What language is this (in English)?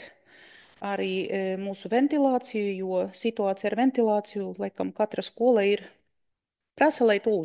Latvian